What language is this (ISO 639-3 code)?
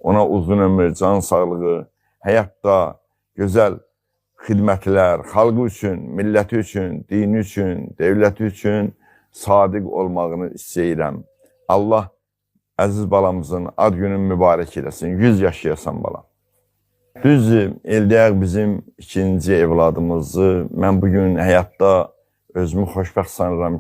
aze